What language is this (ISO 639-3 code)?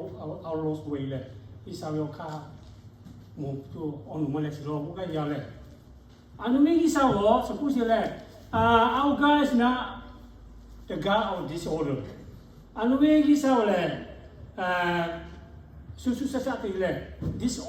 lhu